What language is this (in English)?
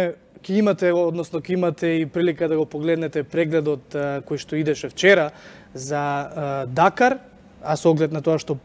Macedonian